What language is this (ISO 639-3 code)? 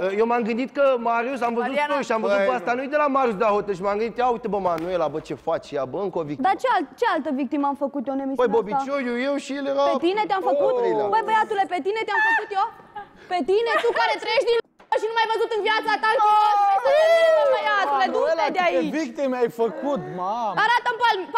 ron